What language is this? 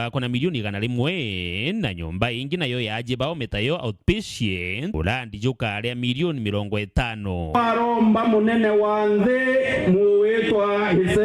Meru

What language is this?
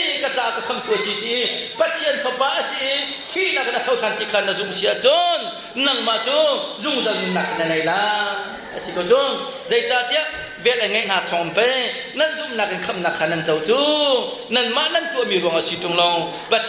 Hakha Chin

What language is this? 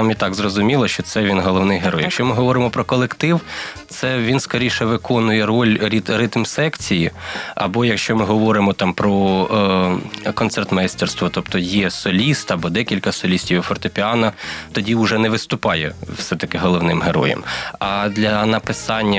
Ukrainian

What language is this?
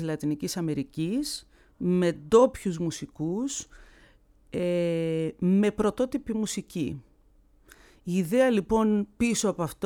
Greek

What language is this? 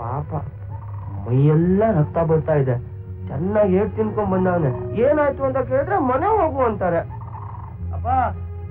Kannada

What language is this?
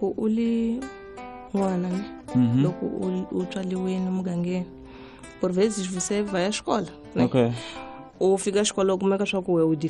Tsonga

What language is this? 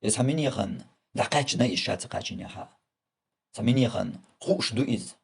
Chechen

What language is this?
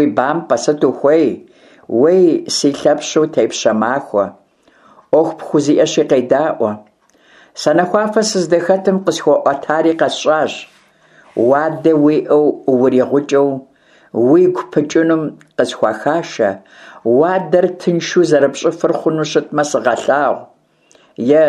Kabardian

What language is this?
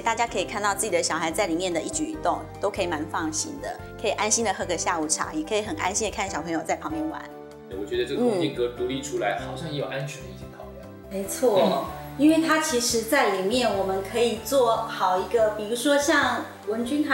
Chinese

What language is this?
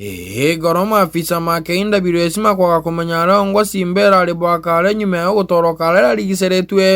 Meru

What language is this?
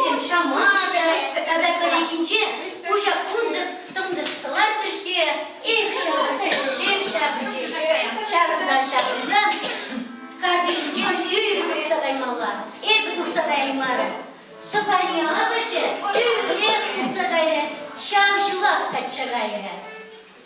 Chuvash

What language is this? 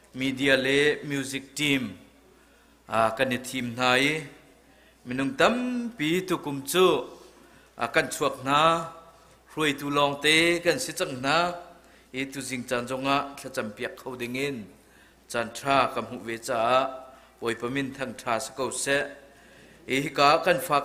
Hakha Chin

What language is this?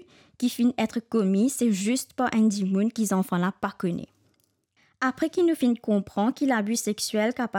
Morisyen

